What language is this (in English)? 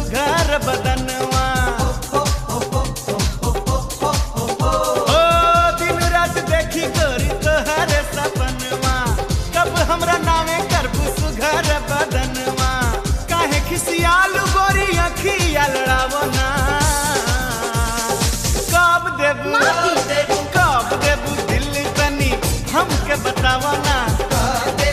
Bhojpuri